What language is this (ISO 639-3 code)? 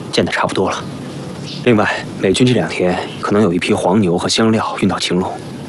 zho